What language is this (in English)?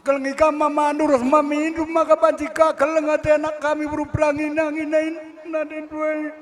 Batak Karo